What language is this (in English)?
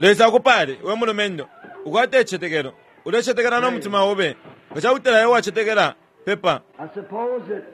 Bemba